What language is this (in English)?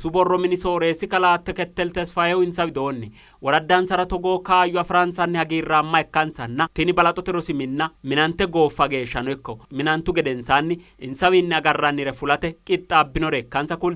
Sidamo